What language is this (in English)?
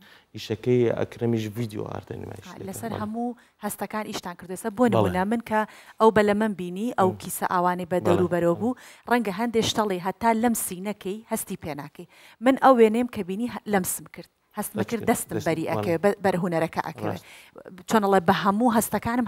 Central Kurdish